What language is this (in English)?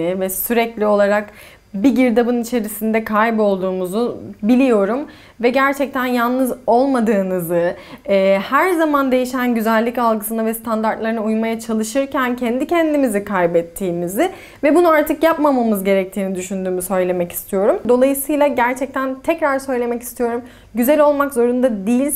Turkish